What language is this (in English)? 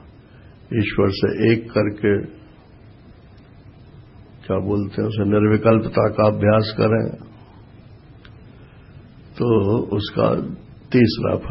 Hindi